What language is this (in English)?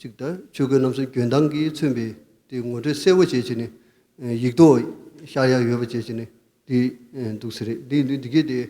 Tibetan